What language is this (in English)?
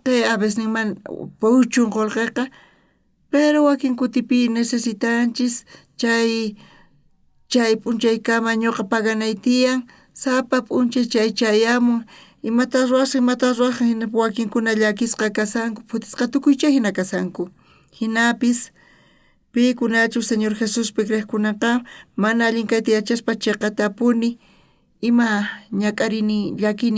South Bolivian Quechua